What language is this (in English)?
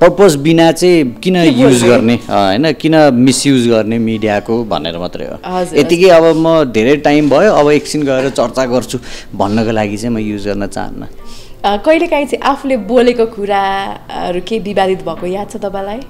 Nepali